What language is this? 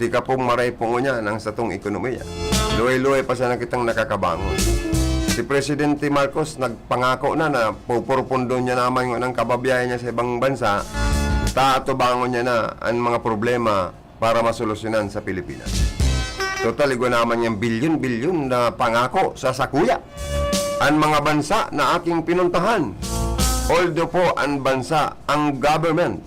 Bikol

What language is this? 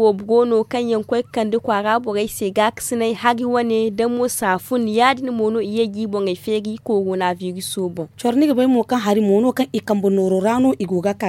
Zarma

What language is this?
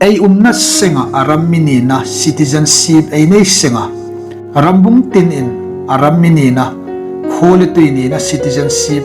Hmar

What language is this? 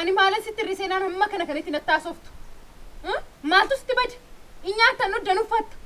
Oromo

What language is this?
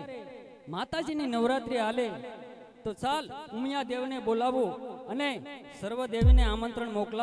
Gujarati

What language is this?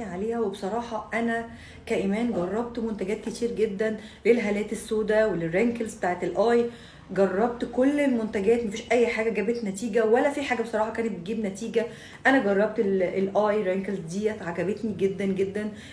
Egyptian Arabic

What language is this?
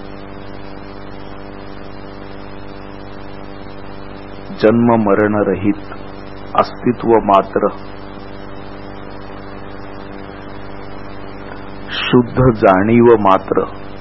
Marathi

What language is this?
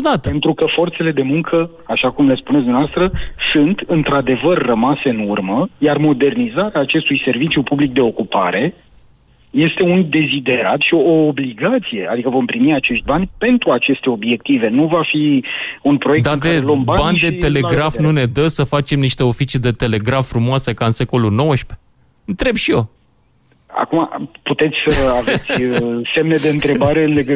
Romanian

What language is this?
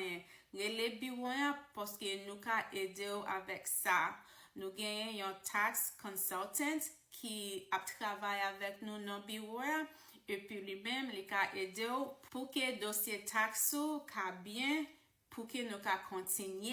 Haitian Creole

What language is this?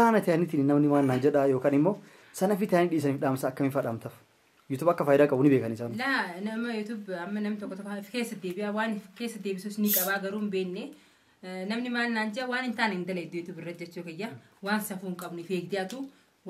Oromo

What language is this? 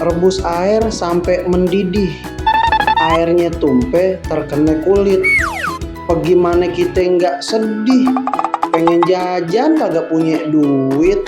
Betawi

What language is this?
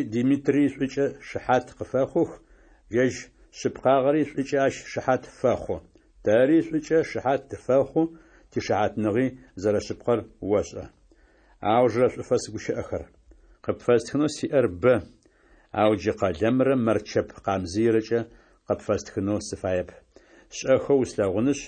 Adyghe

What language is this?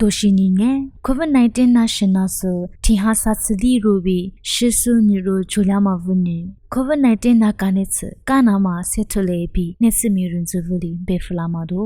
Lisu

